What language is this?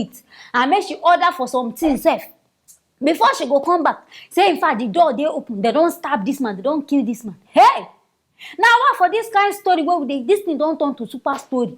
Nigerian Pidgin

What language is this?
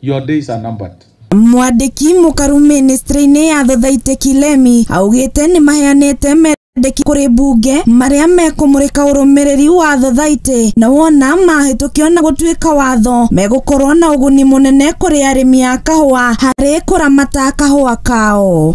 Kikuyu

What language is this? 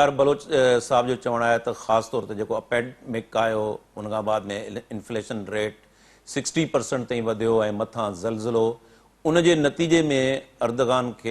Sindhi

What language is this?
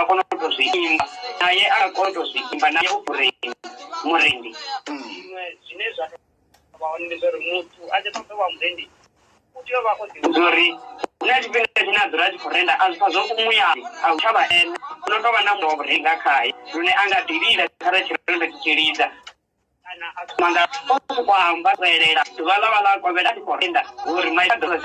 Venda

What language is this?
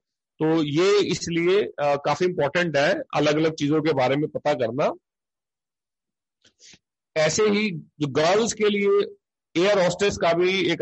Hindi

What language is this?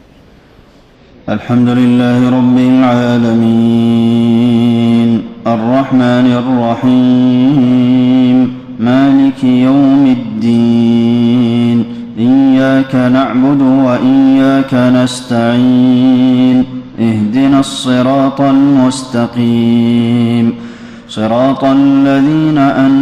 Arabic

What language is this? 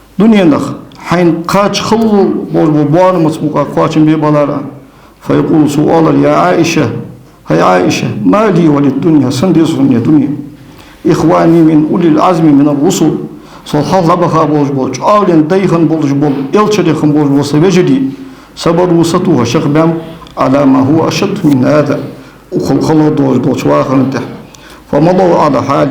Ingush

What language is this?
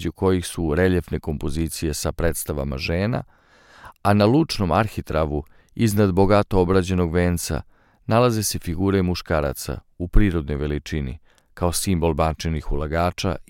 Serbian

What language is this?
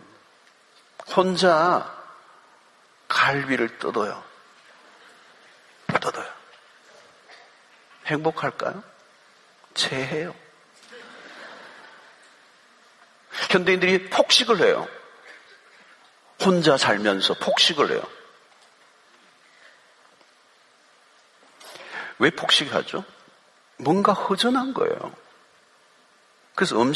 Korean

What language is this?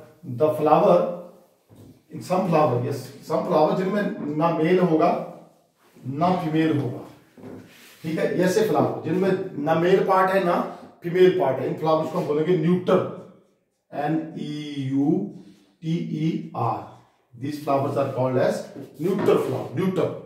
Hindi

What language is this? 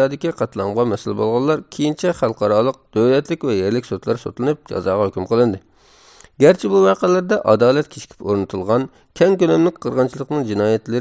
Uyghur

